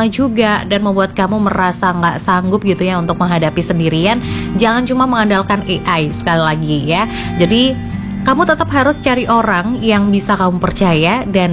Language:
Indonesian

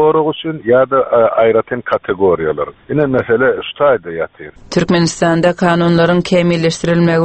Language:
Turkmen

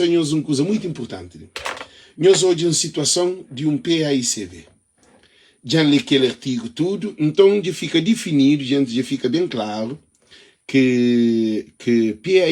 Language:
Kabuverdianu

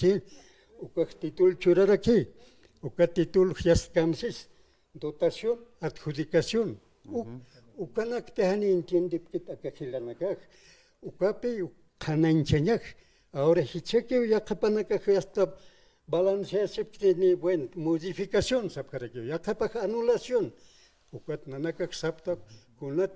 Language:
Aymara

